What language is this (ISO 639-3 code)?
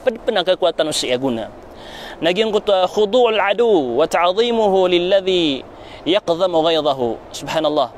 mrw